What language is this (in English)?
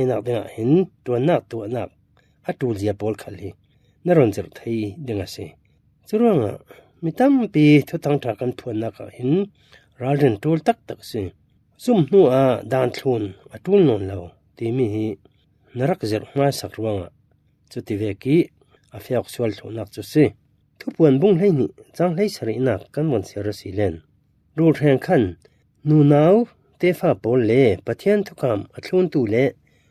Falam Chin